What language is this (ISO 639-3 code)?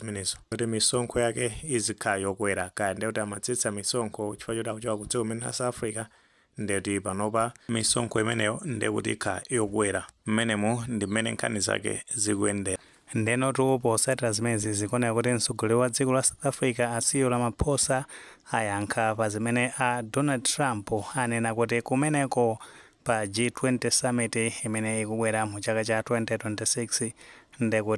nya